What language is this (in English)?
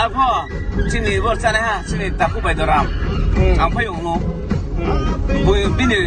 Riang (India)